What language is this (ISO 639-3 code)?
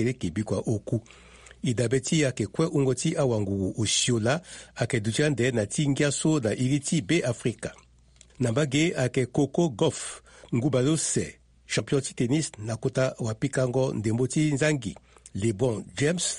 sag